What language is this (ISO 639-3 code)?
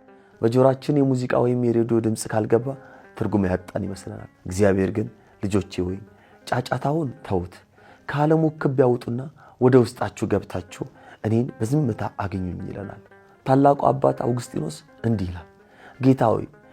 amh